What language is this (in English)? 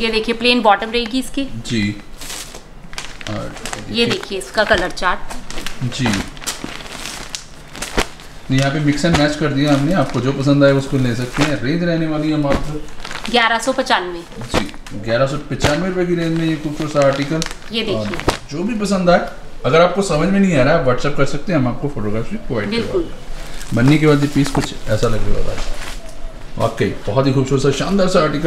Hindi